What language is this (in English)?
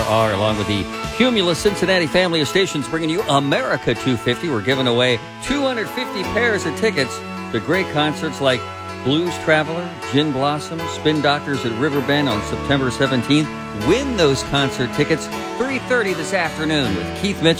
English